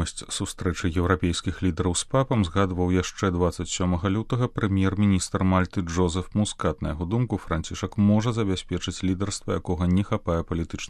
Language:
Belarusian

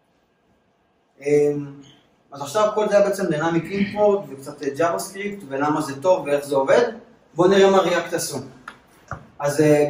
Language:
Hebrew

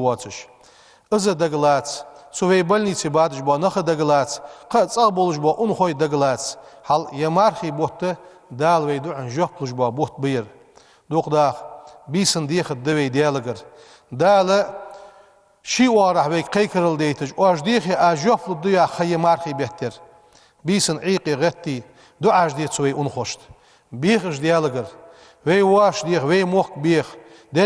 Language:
Ingush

